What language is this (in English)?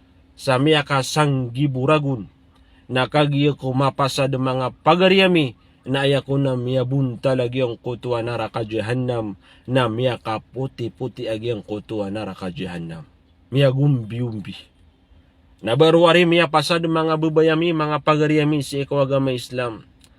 Maranao